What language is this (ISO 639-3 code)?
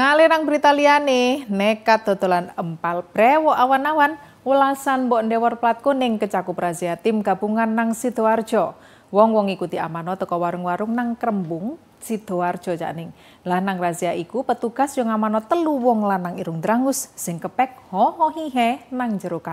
jav